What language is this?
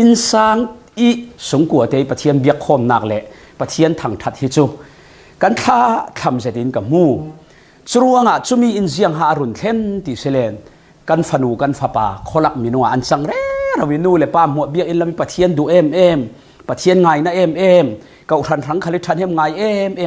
Falam Chin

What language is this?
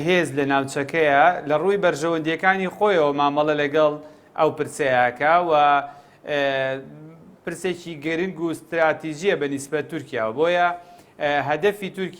Central Kurdish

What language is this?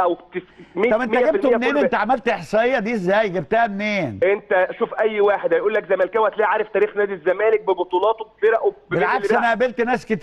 Egyptian Arabic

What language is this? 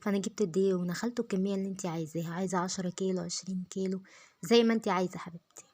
Egyptian Arabic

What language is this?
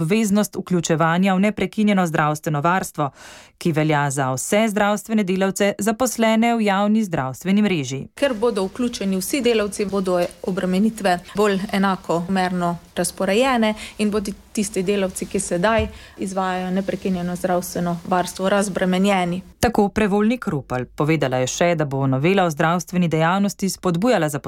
Slovenian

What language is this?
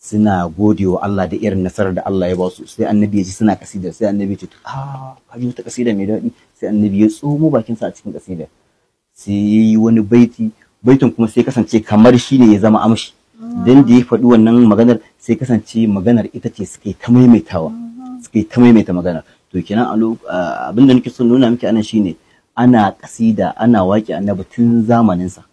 Hausa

